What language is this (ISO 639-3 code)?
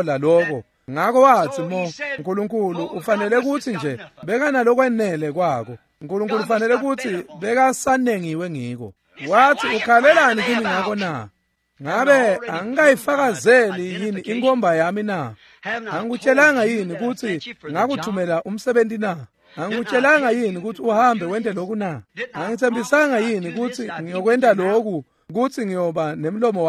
ssw